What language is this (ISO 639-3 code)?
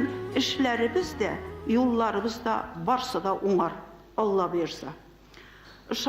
bak